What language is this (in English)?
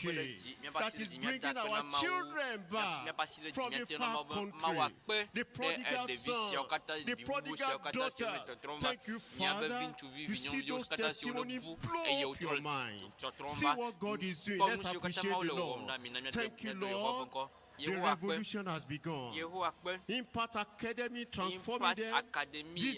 Ewe